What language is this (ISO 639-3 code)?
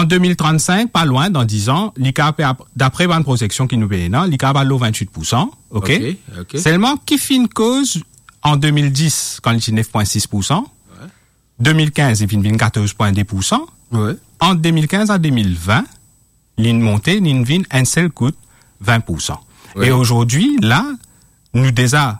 mfe